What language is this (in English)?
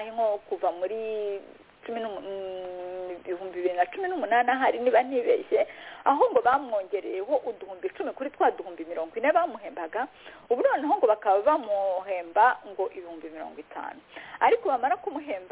Kinyarwanda